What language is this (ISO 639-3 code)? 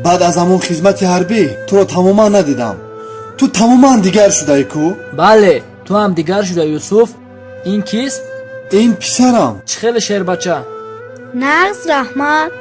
tgk